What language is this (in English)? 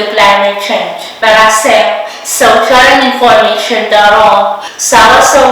Pohnpeian